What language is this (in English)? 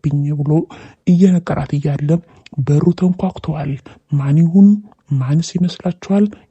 Amharic